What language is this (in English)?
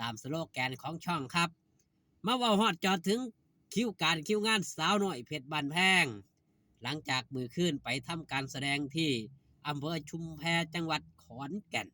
Lao